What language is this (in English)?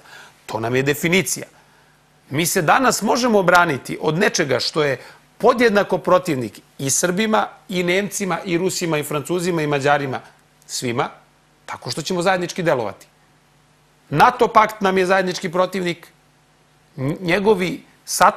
Serbian